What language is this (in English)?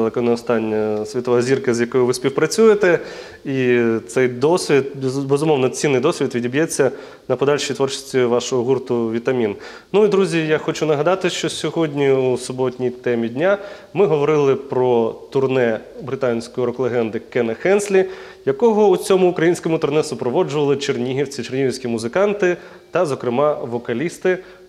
Ukrainian